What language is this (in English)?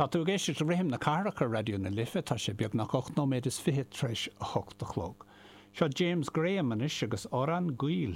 Irish